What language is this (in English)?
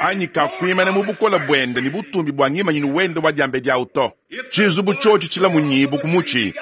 Luba-Lulua